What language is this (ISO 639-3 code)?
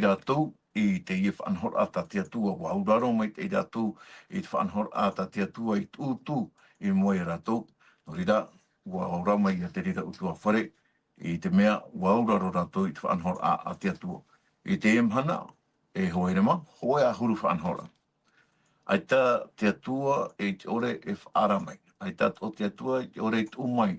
tah